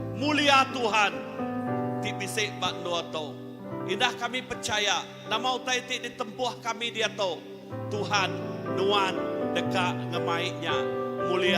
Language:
Iban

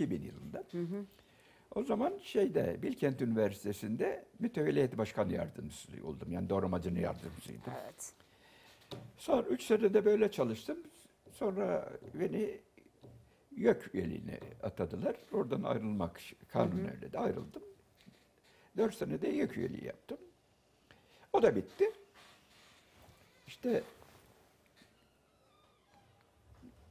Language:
Turkish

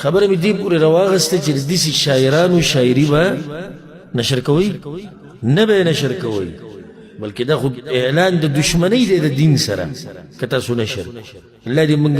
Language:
Pashto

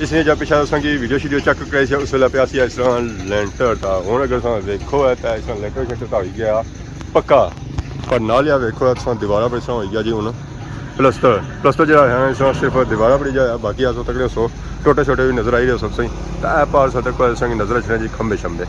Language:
Pahari-Potwari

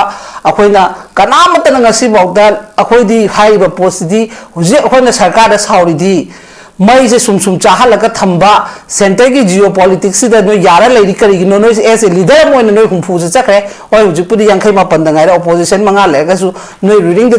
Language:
Manipuri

